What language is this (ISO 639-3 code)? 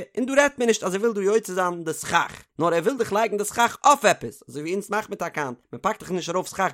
yid